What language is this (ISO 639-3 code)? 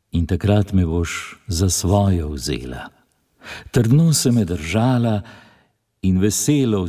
slv